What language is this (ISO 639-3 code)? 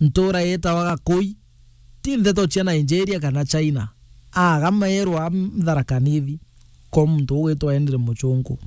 mer